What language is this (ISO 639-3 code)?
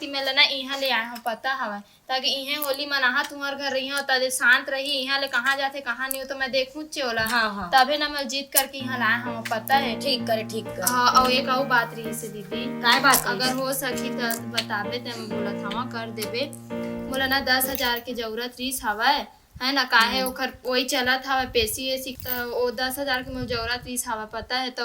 hne